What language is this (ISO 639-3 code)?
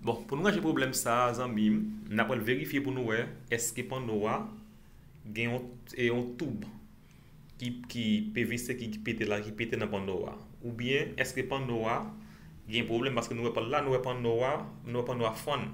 hat